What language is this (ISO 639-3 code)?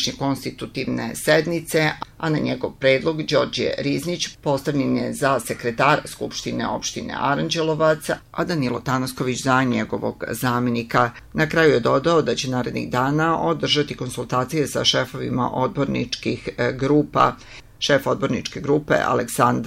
srp